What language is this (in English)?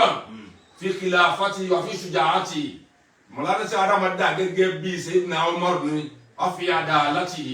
Yoruba